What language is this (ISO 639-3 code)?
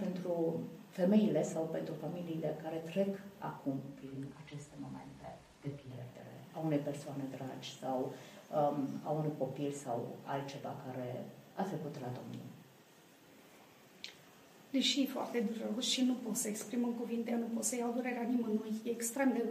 ron